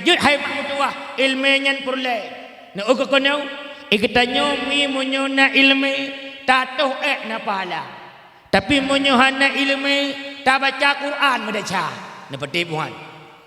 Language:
Achinese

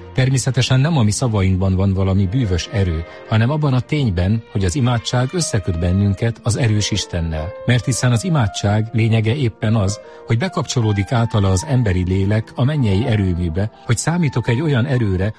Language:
Hungarian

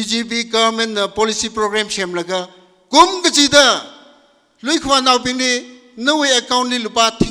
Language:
Tangkhul Naga (India)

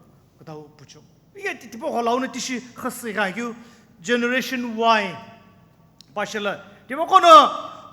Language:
Sumi Naga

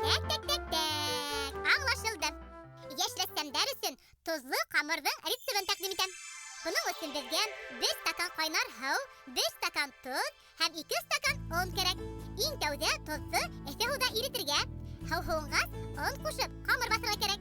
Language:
Bashkir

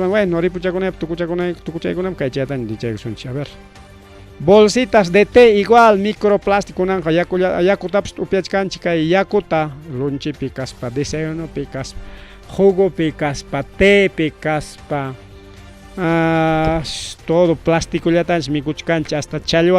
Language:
Ayacucho Quechua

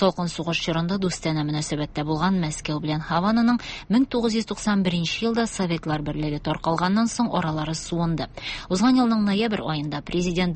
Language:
Tatar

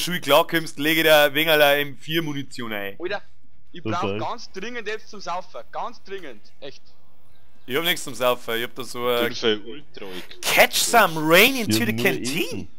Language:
Bavarian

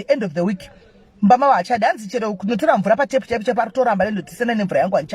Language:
Shona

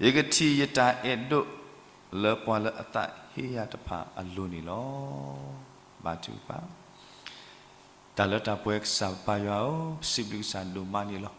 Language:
S'gaw Karen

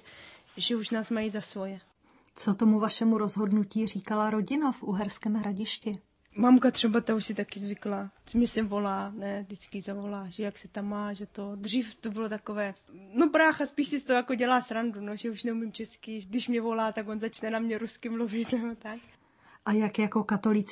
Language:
Czech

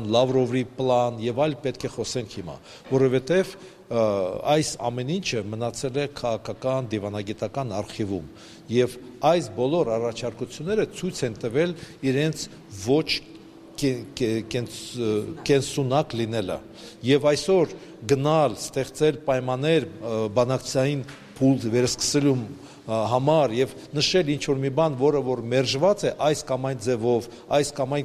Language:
Armenian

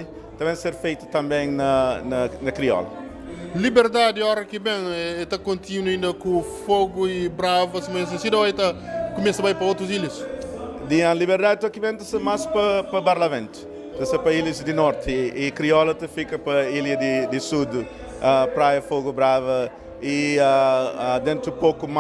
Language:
Kabuverdianu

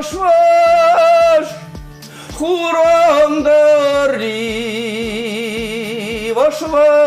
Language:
Chuvash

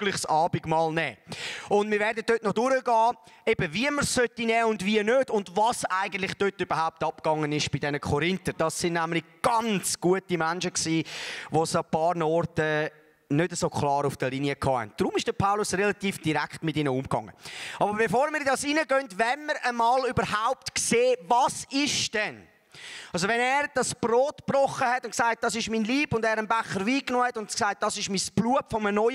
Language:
Swiss German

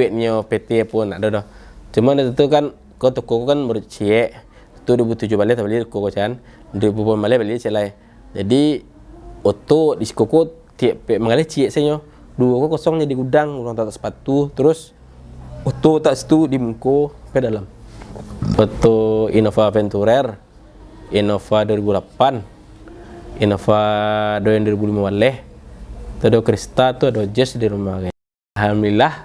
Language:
Minangkabau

